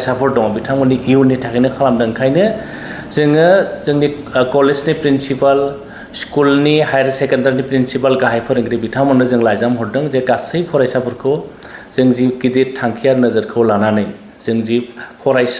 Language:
Bodo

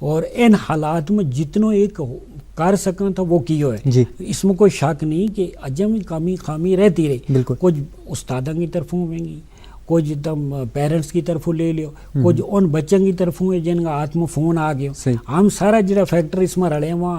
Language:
Gujari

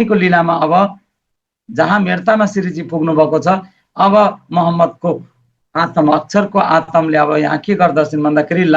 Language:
Nepali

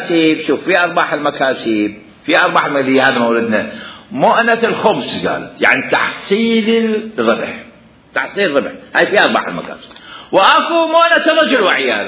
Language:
Mesopotamian Arabic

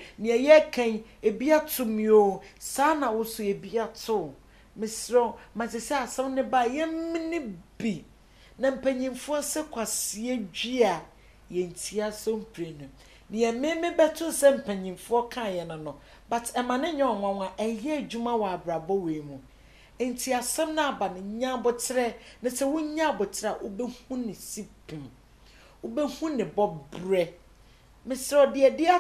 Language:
Akan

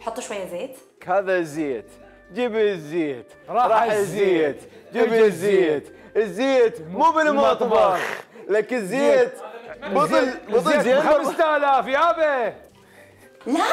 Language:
Mesopotamian Arabic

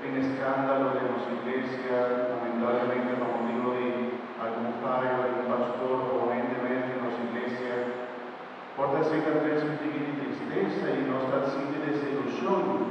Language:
Papiamento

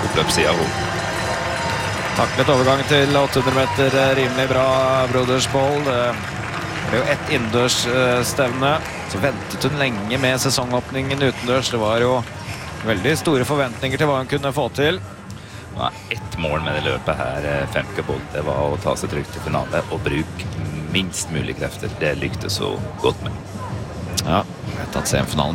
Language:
Norwegian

